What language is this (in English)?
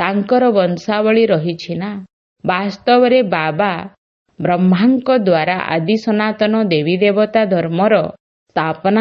Odia